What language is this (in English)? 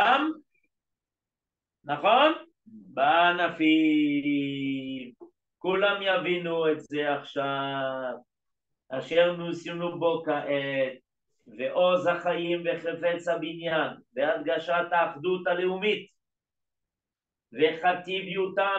Hebrew